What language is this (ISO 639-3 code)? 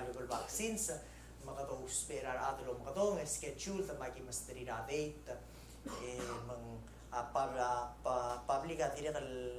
pau